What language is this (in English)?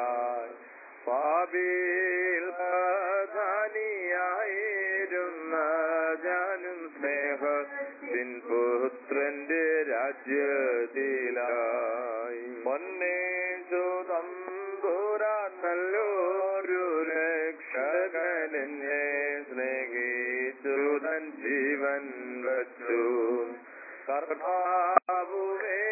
Malayalam